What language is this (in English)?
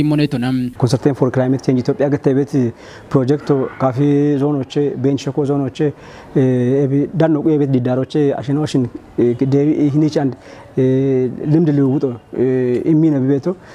Kafa